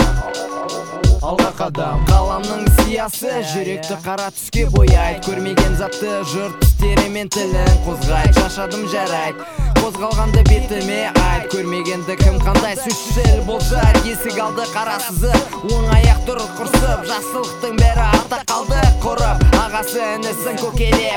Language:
Kazakh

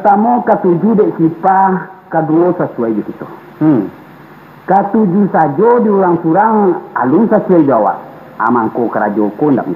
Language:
Minangkabau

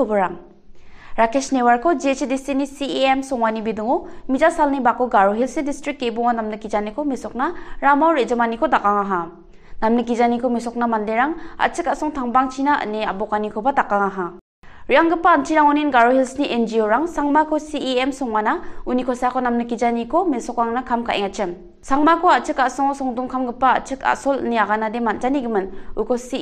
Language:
Garo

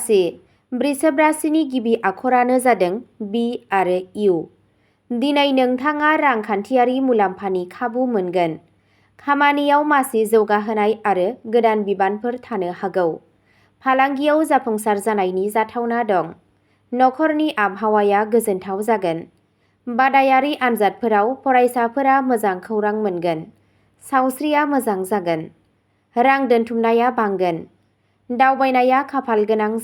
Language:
Bodo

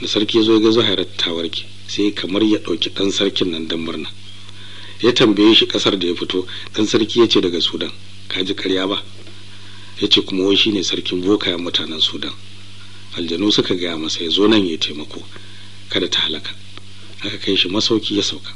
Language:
Hausa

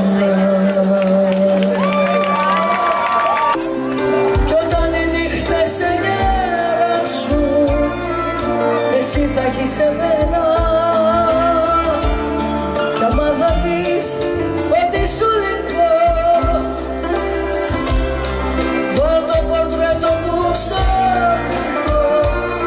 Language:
Greek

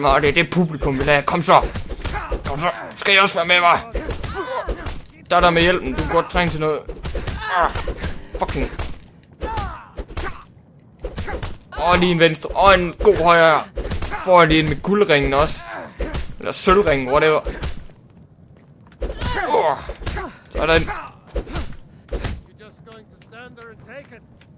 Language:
Danish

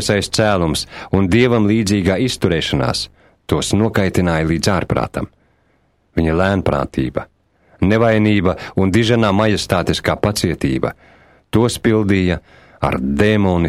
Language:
Latvian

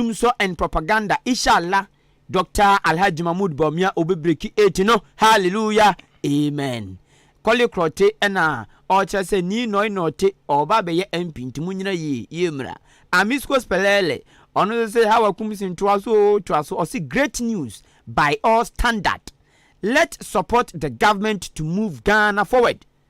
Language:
Akan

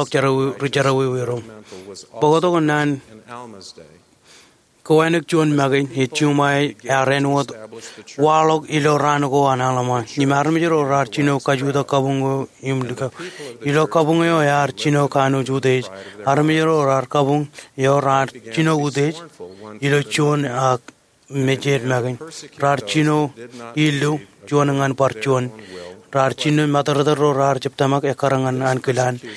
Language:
Marshallese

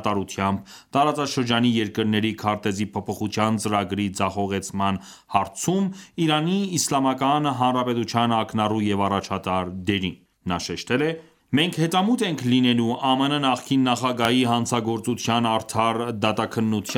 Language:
Armenian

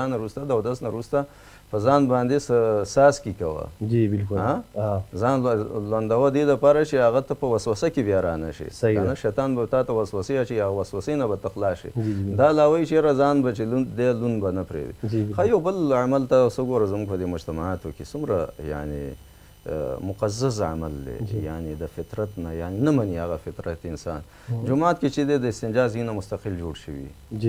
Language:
Pashto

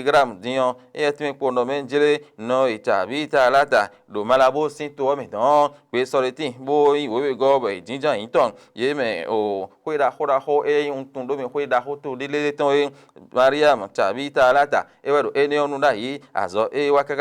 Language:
Fon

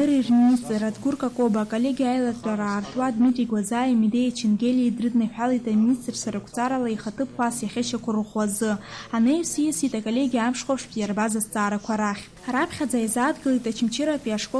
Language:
Abkhazian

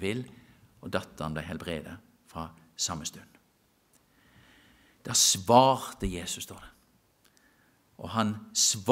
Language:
Norwegian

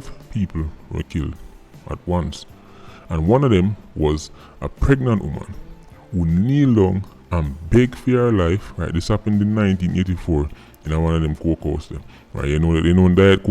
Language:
Jamaican Creole English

